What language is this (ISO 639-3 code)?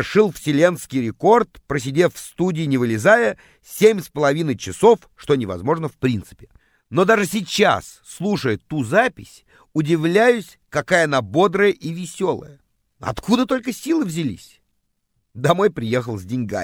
rus